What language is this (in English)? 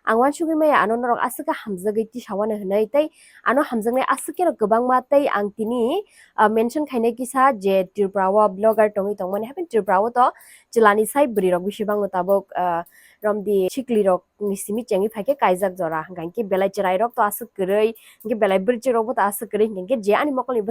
Kok Borok